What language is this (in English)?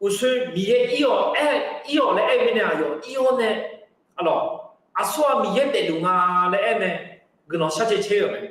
Akha